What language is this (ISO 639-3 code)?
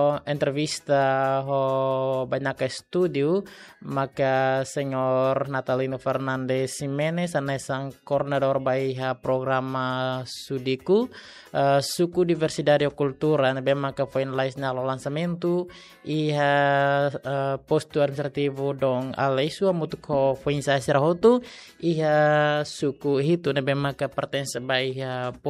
tet